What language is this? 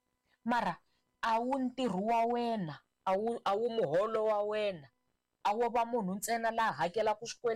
Tsonga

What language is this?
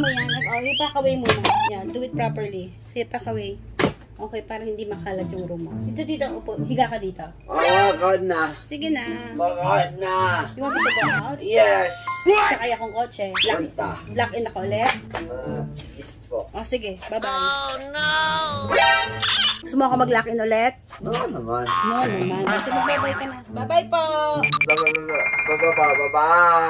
Filipino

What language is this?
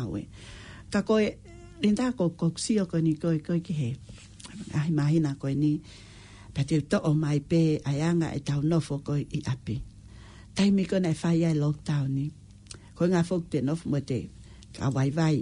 Tongan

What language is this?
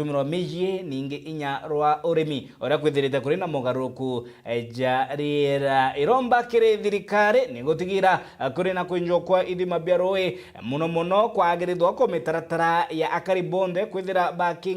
Meru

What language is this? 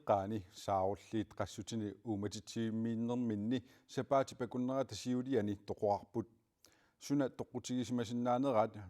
Kalaallisut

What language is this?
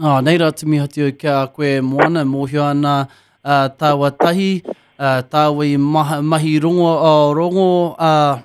Māori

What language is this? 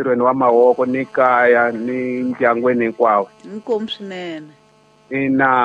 Tsonga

